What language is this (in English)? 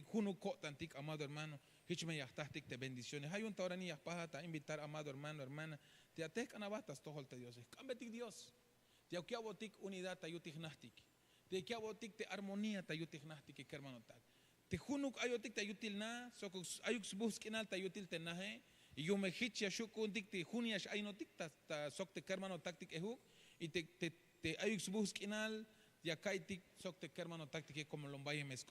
Tzeltal